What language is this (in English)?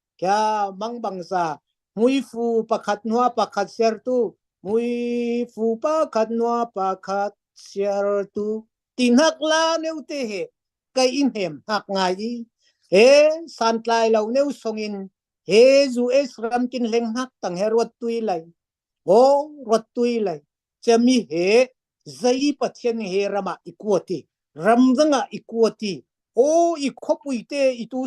Falam Chin